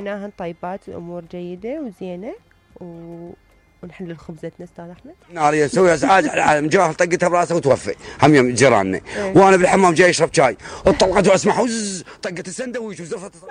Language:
Mesopotamian Arabic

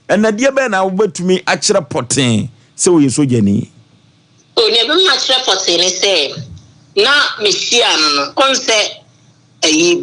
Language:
Akan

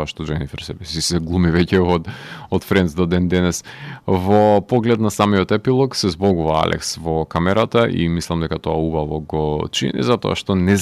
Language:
Macedonian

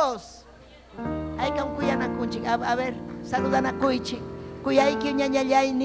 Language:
Ayacucho Quechua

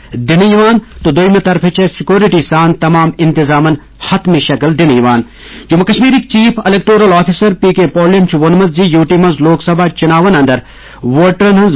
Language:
Kashmiri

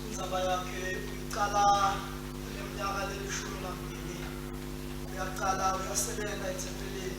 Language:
Swati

